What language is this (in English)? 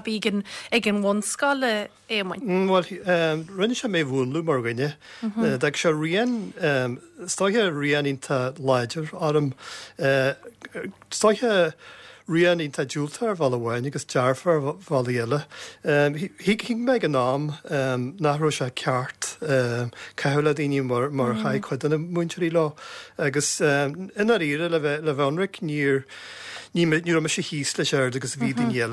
Irish